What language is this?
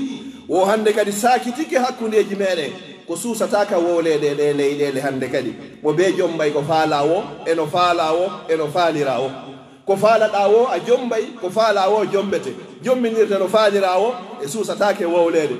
Pular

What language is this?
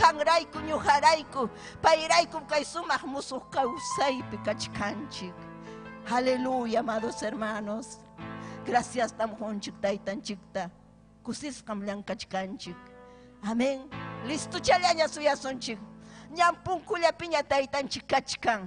Ayacucho Quechua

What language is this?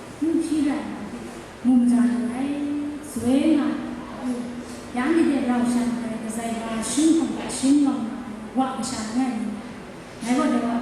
Kachin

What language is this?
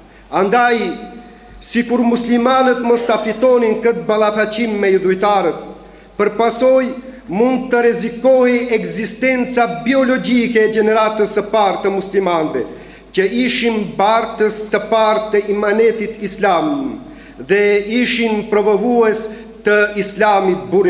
Albanian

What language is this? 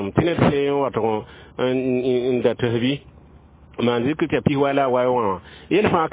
Mossi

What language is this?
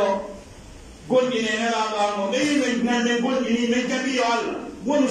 Pular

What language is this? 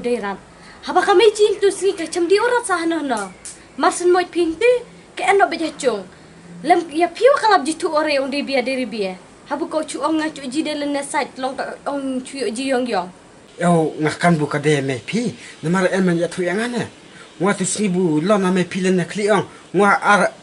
Khasi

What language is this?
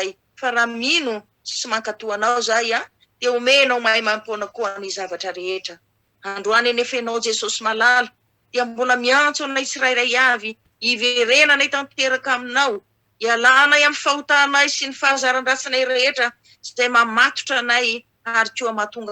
Malagasy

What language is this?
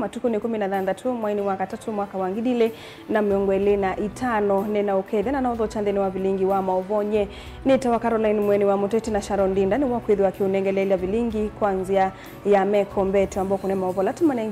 Kamba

